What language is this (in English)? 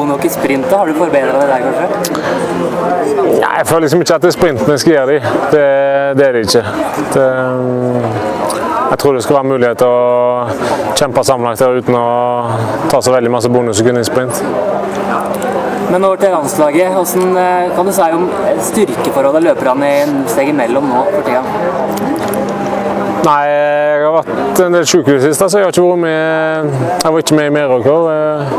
Norwegian